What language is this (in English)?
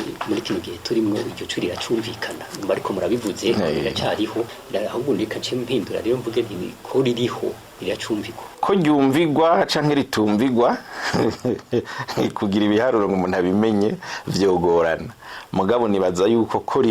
Rundi